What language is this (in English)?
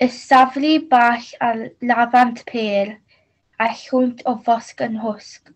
Welsh